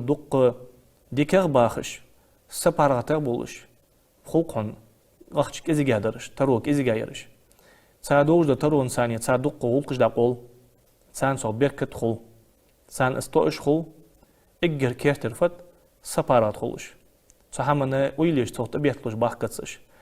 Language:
Ingush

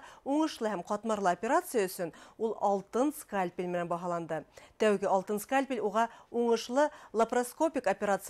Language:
Bashkir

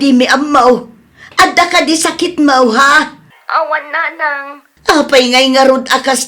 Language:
Iloko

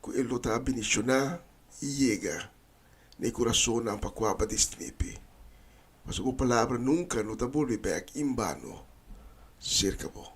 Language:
Papiamento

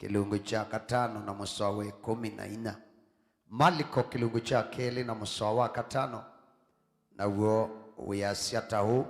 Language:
Kamba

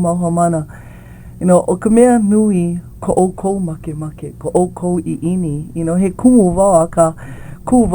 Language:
Hawaiian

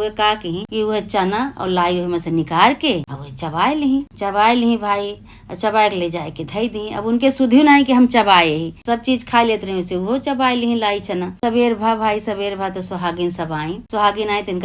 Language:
Awadhi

